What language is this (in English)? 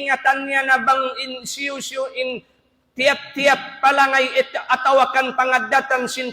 Tausug